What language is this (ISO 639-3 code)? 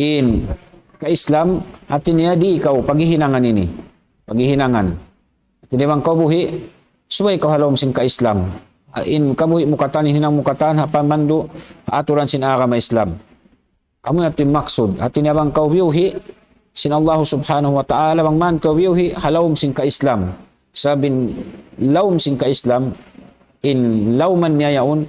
tsg